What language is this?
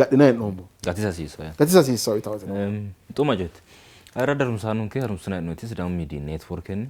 Sidamo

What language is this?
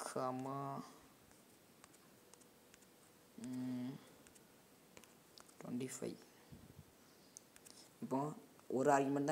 Tamil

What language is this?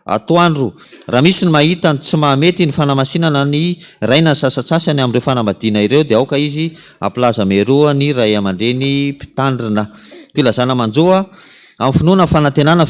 Malagasy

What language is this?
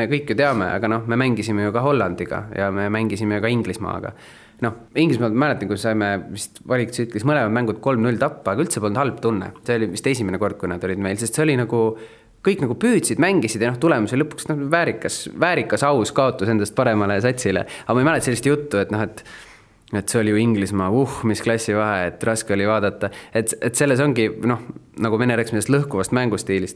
Estonian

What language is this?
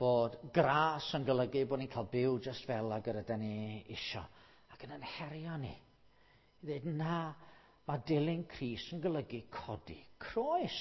Welsh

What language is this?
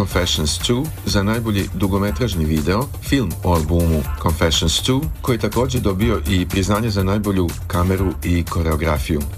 Serbian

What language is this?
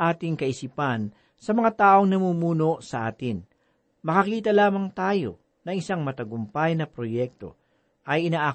Filipino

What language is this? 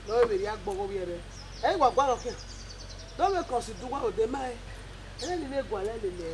Bini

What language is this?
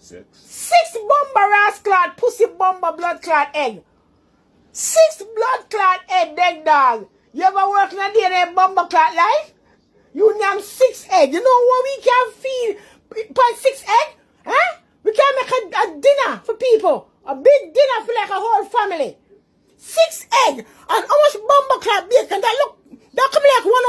Jamaican Creole English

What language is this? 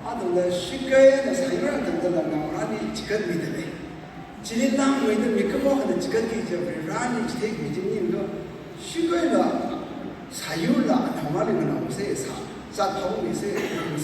Tangkhul Naga (India)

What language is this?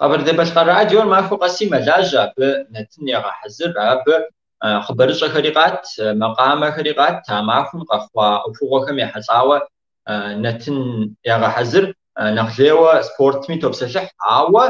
Kabardian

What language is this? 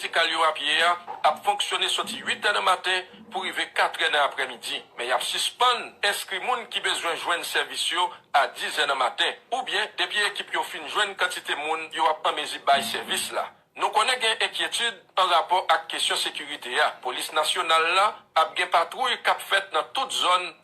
Haitian Creole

